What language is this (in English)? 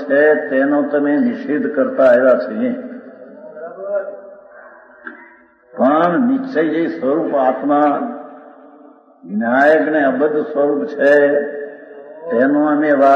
Gujarati